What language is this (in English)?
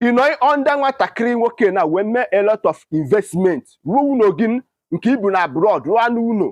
Igbo